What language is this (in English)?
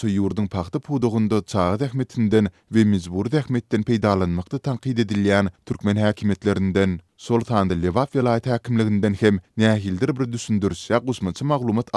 Turkmen